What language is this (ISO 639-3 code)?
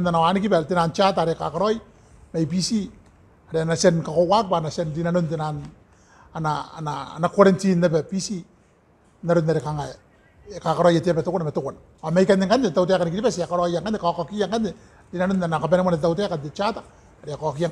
gil